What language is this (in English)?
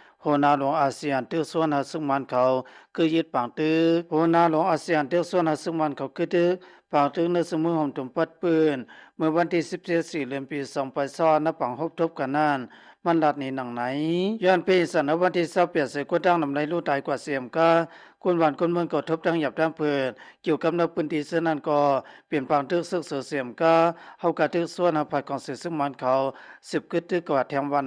Lao